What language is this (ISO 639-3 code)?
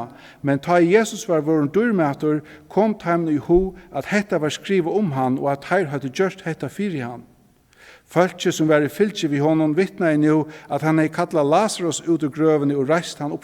fao